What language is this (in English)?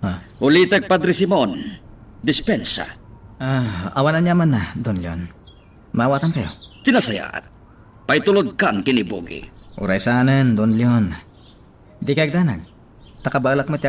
Iloko